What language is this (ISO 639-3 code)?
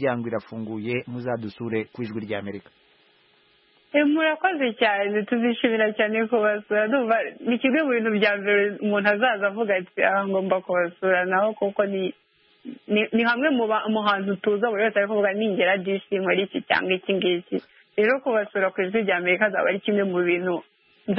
kin